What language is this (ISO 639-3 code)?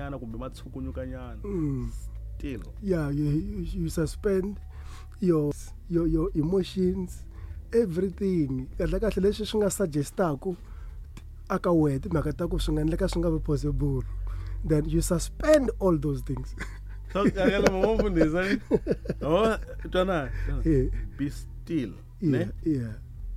tso